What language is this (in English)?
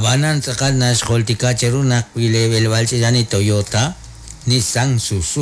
Kekchí